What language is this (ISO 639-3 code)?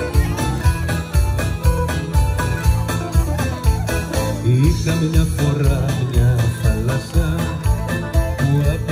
ell